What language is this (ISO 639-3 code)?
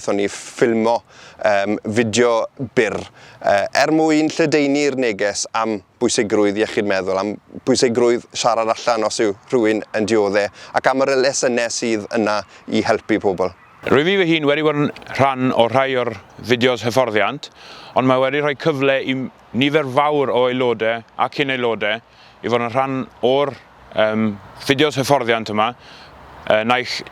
cym